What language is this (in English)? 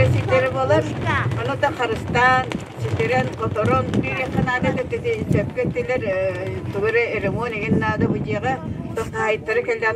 Yakut